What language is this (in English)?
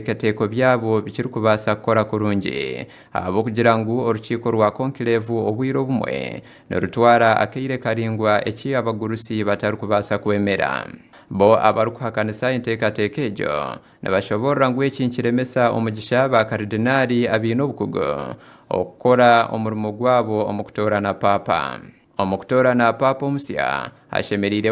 Nyankole